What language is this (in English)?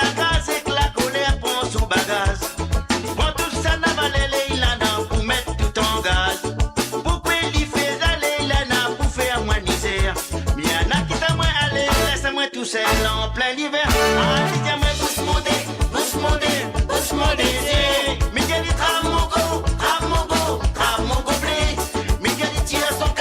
Morisyen